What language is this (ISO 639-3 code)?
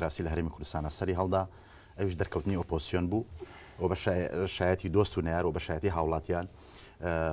ckb